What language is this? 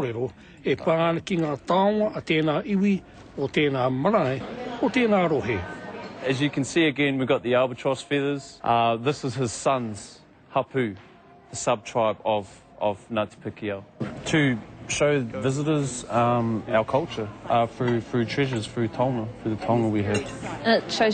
Māori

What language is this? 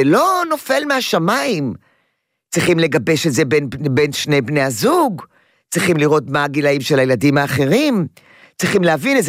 Hebrew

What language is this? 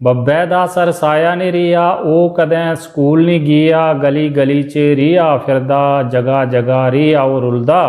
Dogri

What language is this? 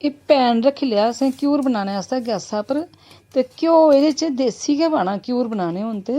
Dogri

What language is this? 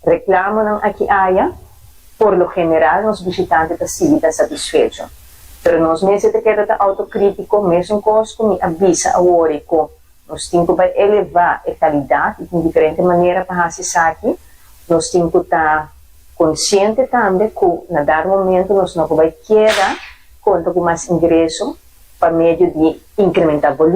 Papiamento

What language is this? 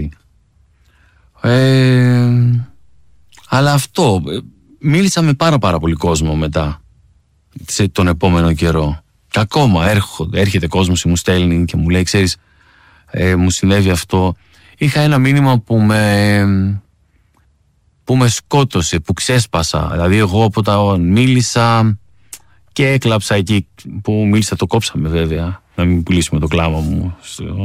Greek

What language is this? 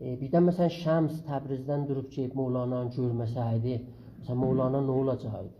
South Azerbaijani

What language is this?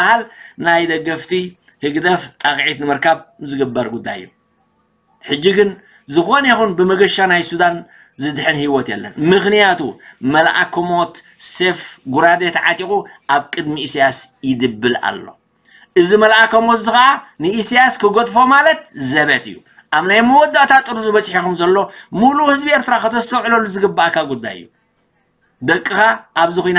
Tigrinya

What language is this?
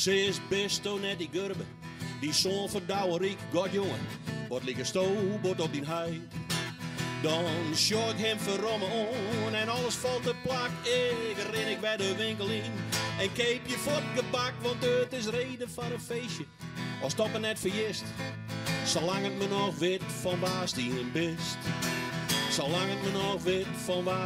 Western Frisian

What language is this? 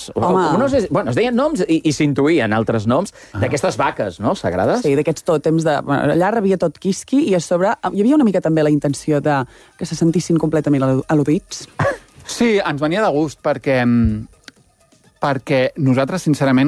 Catalan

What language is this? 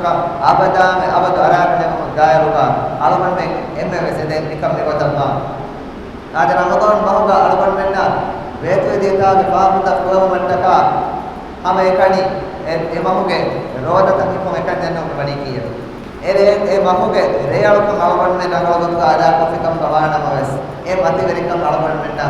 Divehi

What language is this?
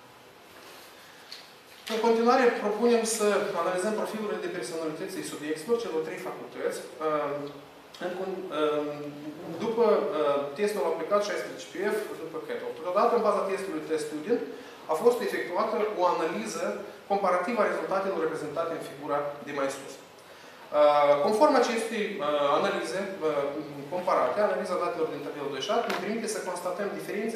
Romanian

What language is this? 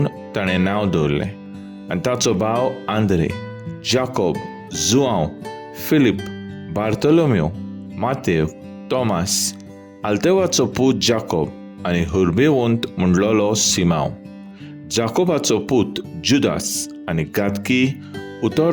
Konkani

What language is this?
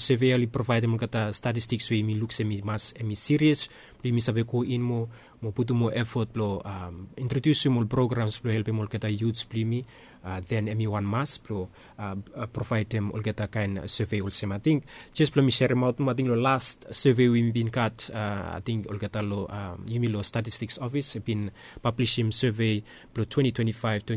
Bislama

